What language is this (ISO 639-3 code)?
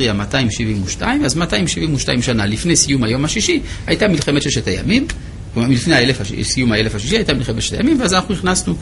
heb